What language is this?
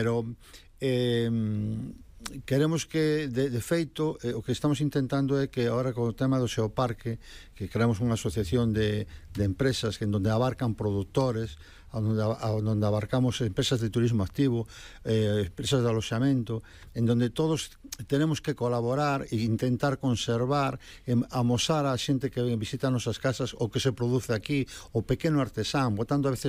Galician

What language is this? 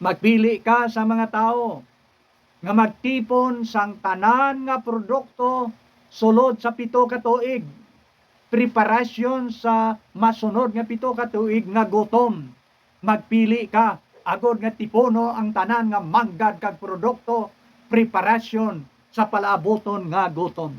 Hiligaynon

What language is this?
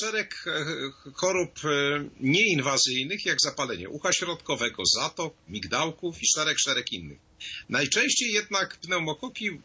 Polish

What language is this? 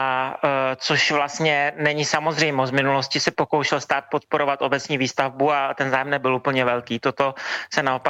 Czech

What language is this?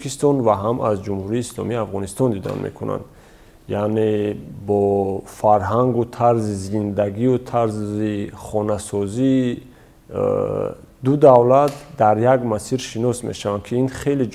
Tajik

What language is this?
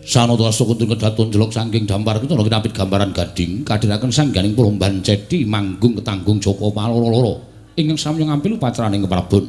Javanese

